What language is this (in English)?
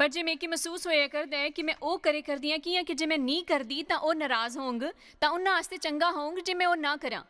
Dogri